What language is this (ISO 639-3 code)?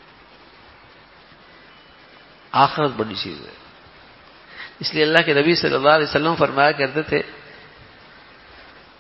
urd